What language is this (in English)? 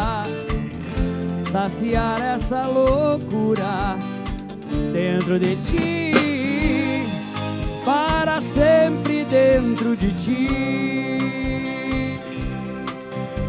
Portuguese